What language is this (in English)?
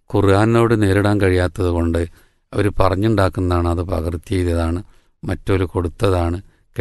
Malayalam